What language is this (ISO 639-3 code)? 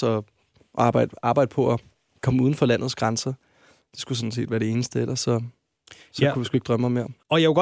dan